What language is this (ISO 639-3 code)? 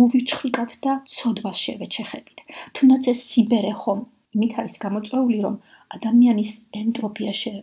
kat